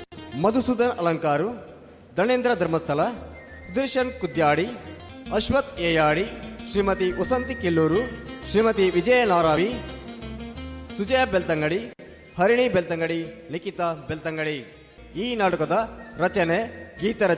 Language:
Kannada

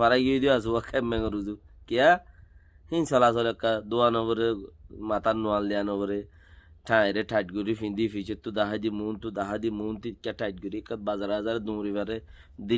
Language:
Rohingya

